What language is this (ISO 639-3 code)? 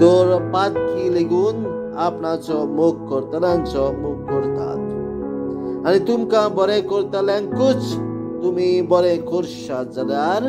kok